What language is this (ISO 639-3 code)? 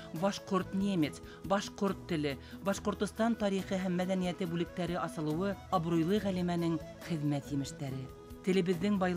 bak